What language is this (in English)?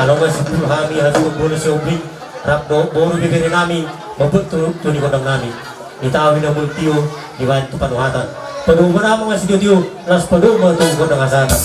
Batak Toba